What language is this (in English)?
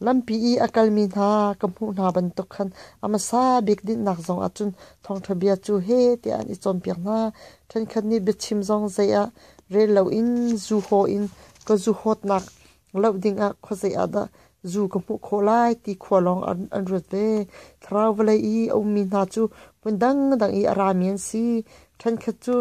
Hakha Chin